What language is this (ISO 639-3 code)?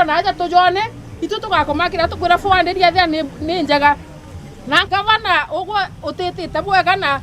mer